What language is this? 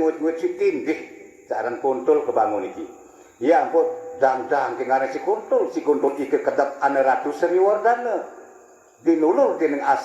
Sasak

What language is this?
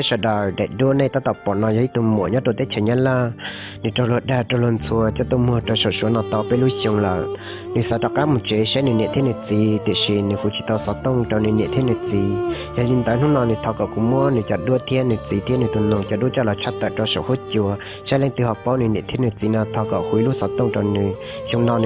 Hmong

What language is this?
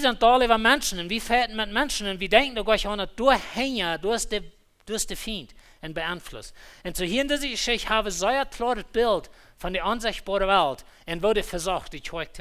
Plautdietsch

